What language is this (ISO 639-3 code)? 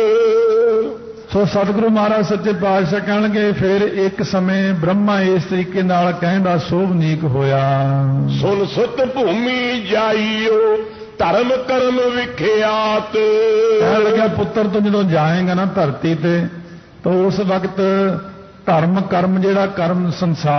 pan